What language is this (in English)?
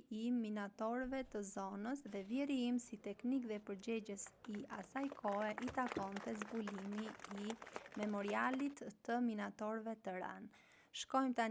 Albanian